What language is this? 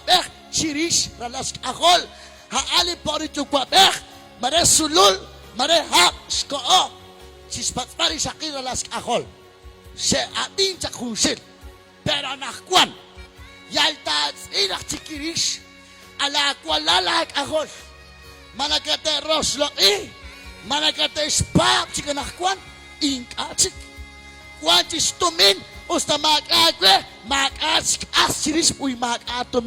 Kekchí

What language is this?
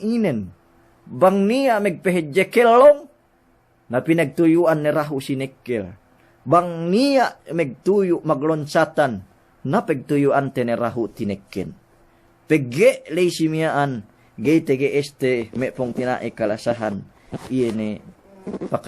Yakan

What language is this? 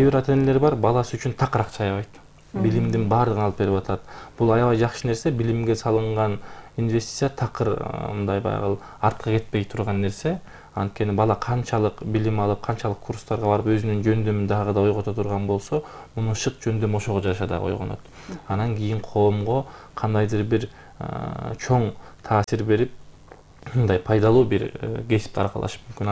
Kyrgyz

